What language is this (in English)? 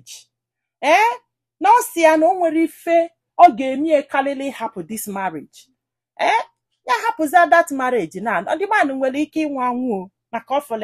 Igbo